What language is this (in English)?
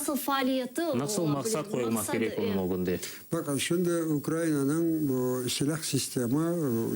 Crimean Tatar